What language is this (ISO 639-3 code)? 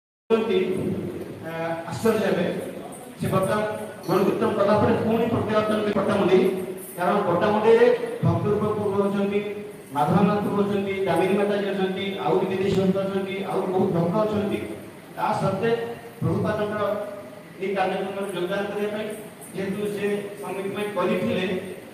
ori